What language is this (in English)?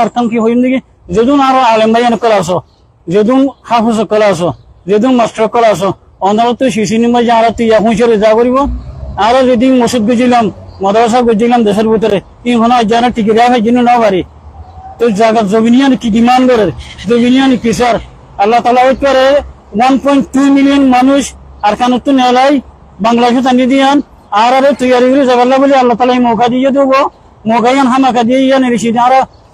Rohingya